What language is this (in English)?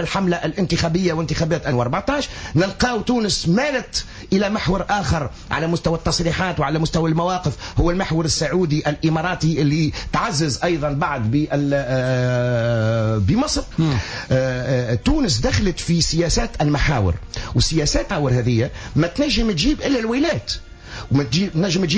Tunisian Arabic